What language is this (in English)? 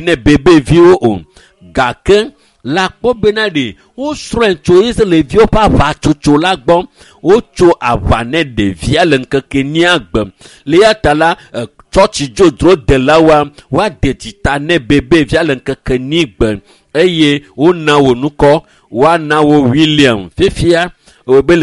Ewe